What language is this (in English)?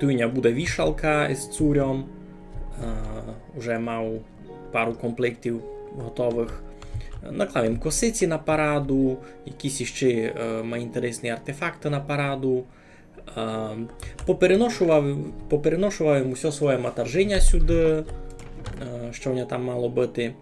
Rusyn